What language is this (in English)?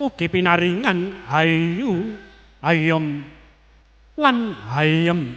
Javanese